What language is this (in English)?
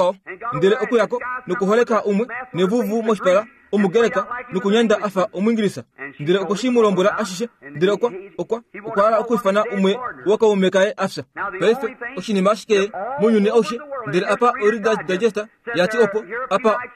Kuanyama